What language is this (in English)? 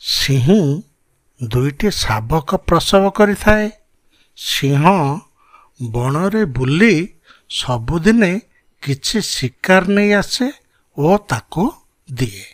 Odia